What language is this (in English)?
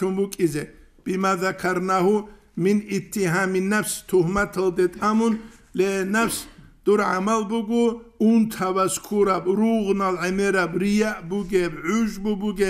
Avaric